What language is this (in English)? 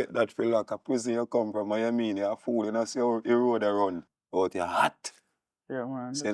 Jamaican Creole English